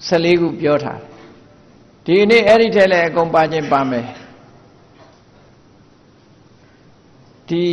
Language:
Burmese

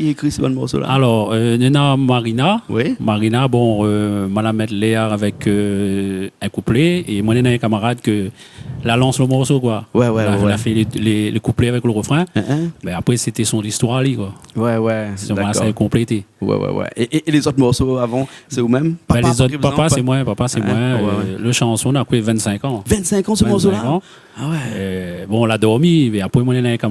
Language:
Réunion Creole French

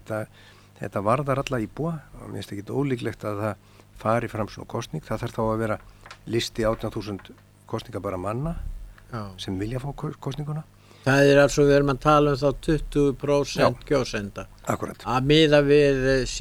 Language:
Icelandic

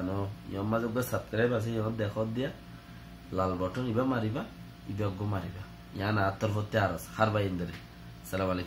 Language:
Rohingya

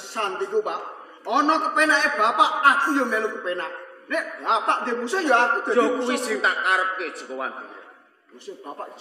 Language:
Javanese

